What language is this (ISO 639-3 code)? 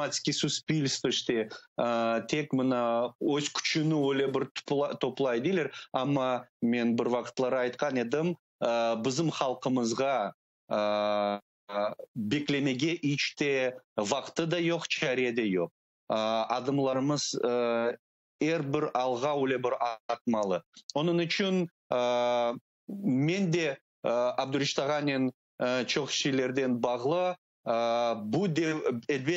crh